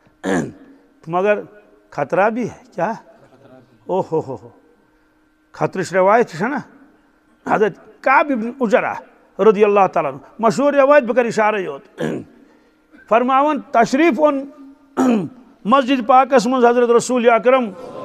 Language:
Kashmiri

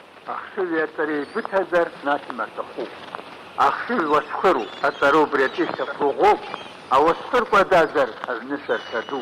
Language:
Abkhazian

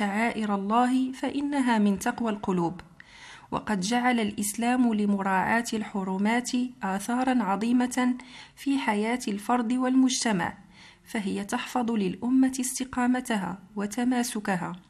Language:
Arabic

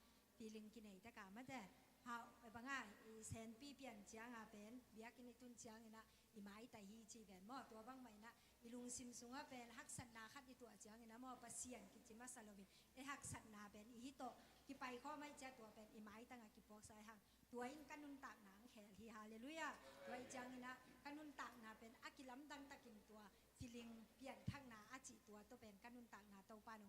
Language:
Tedim Chin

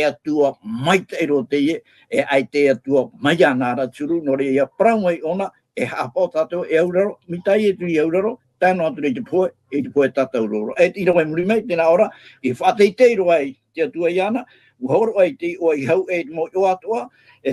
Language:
Tahitian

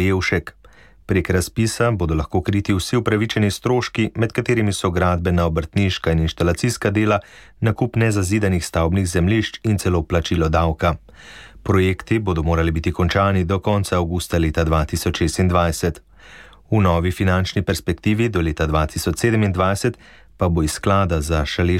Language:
Slovenian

